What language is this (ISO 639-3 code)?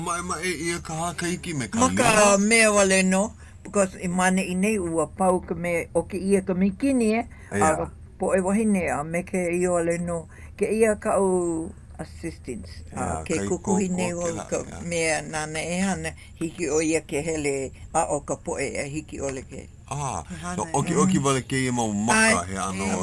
haw